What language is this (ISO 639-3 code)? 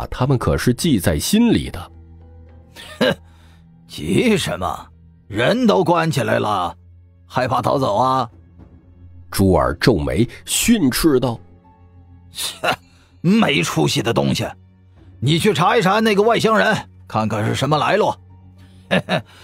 zho